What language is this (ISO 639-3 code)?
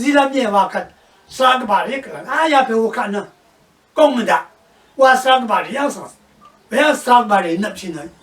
raw